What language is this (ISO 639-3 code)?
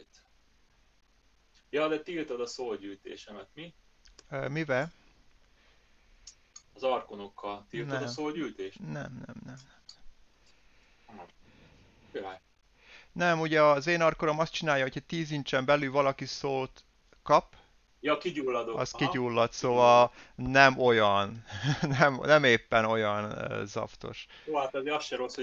hun